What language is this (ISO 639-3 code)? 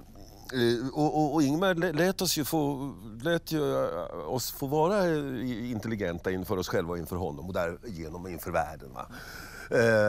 swe